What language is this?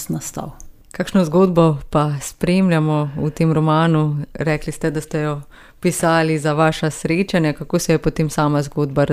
Slovenian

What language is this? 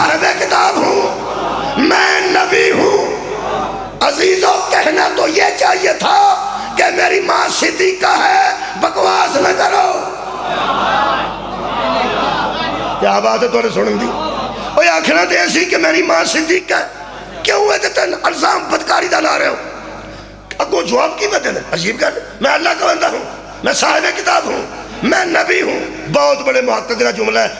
Urdu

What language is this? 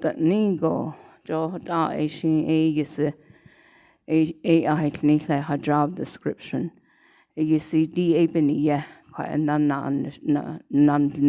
Navajo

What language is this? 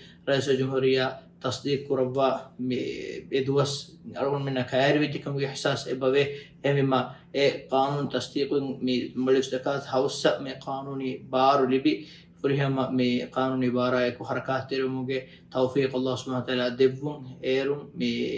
Divehi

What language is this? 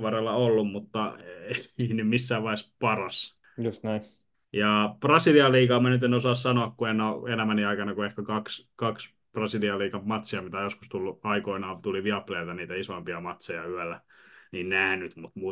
Finnish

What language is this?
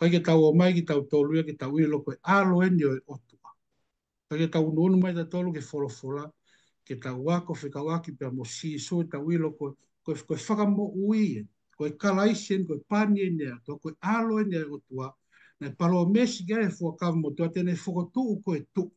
Tongan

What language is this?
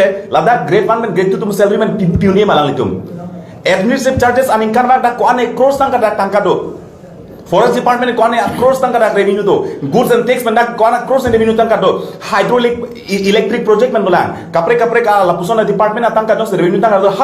Karbi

